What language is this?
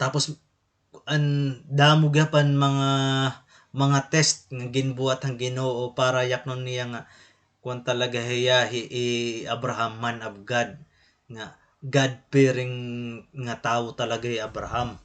Waray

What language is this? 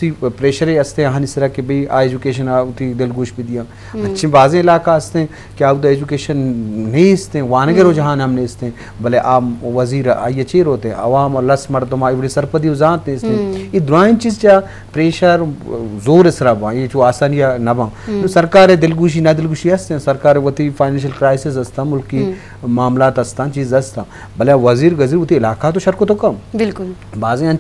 Baluchi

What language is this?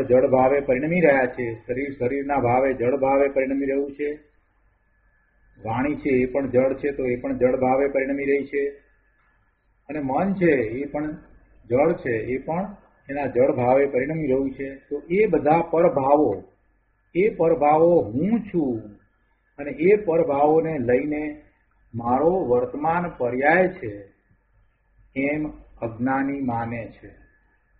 Gujarati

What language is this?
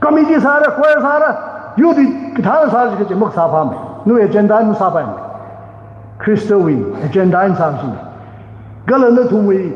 Tangkhul Naga (India)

